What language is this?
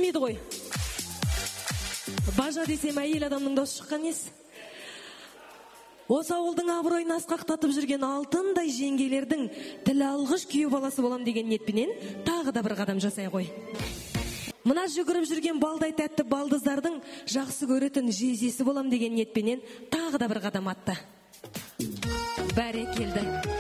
Kazakh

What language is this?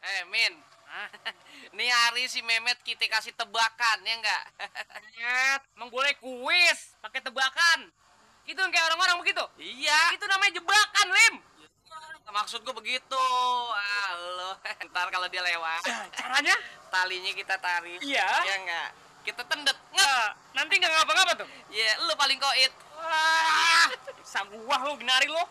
Betawi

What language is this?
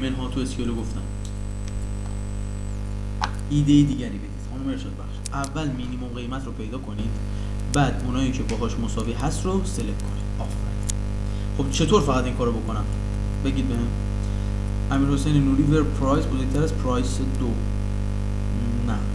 Persian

